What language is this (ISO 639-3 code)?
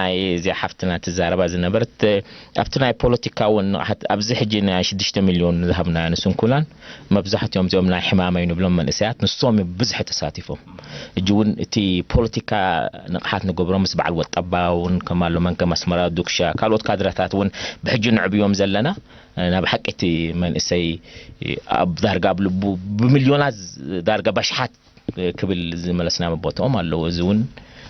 tir